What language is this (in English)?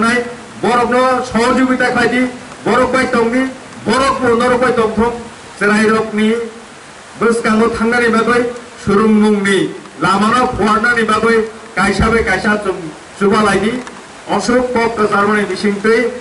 Kok Borok